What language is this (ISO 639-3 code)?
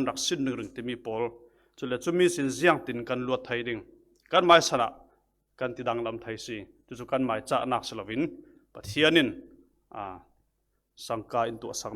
cfm